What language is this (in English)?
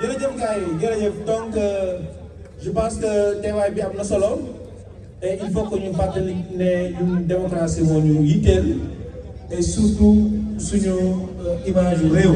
Wolof